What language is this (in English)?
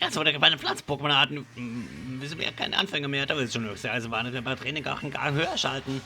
Swiss German